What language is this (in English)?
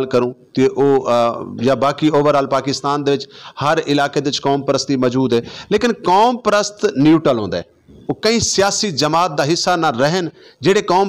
Saraiki